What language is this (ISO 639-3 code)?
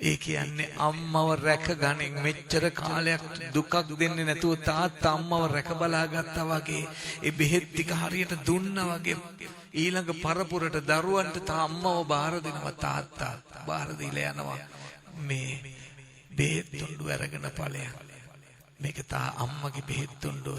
sin